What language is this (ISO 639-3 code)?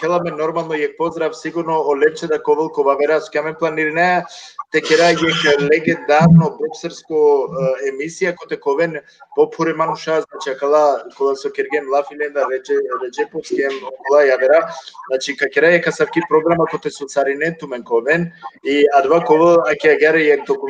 rmn